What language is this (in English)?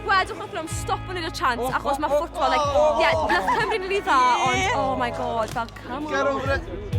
Welsh